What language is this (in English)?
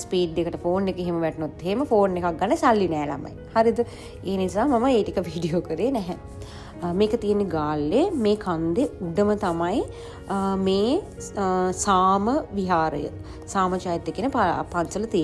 Sinhala